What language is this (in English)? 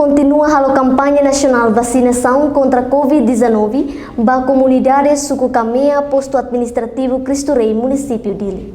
Tetum